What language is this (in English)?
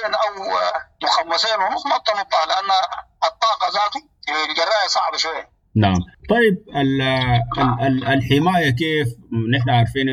Sudanese Arabic